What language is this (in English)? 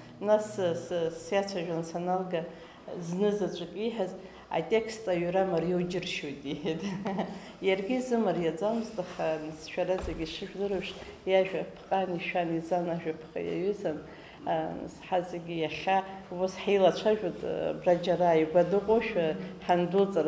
Abkhazian